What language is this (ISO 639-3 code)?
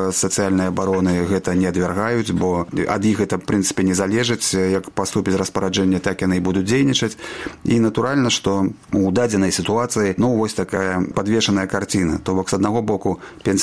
bel